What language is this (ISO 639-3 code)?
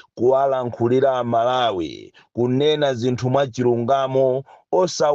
nya